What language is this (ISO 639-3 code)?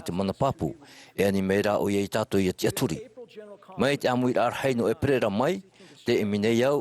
tah